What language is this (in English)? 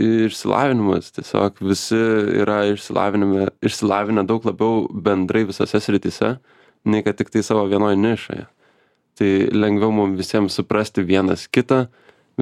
Lithuanian